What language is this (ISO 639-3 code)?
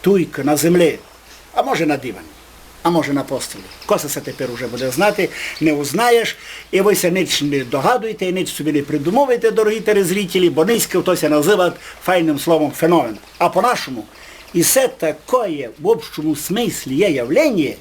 rue